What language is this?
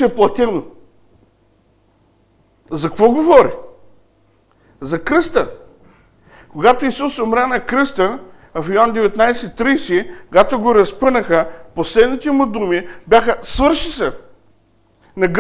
Bulgarian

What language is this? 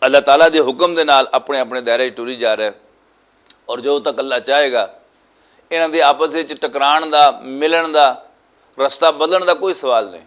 Western Panjabi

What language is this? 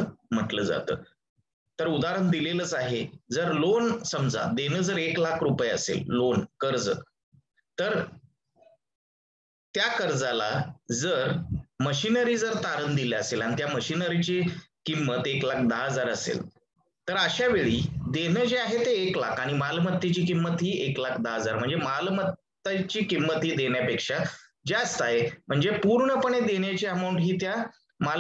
Marathi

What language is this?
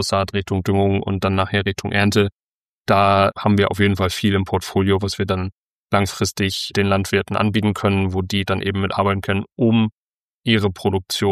German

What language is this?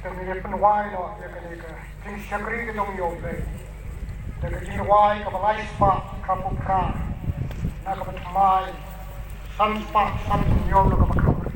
Khasi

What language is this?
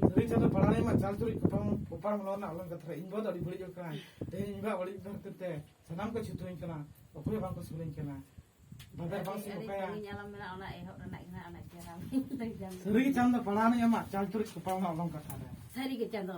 Santali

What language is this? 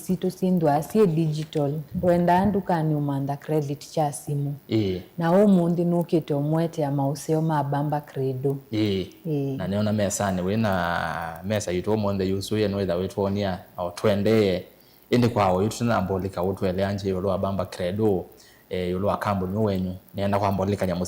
Kamba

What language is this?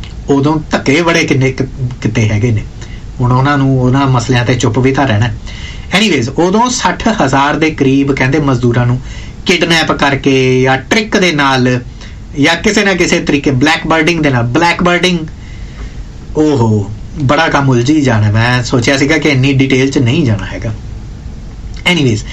Punjabi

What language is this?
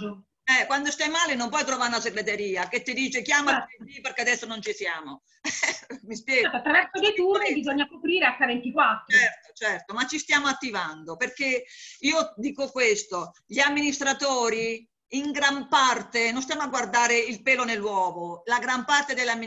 Italian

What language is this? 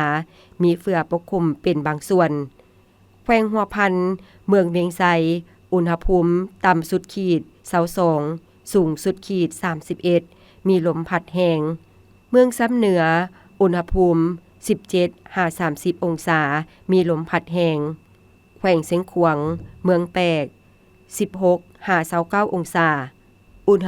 Lao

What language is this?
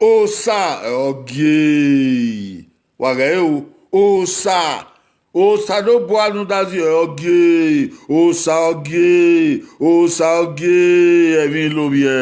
Bini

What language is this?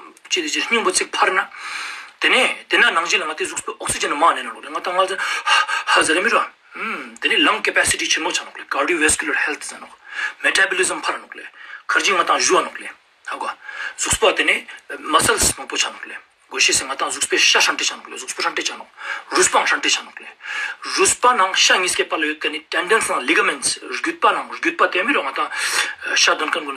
Ladakhi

